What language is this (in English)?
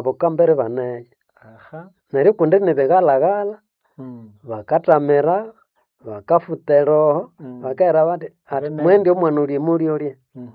Nande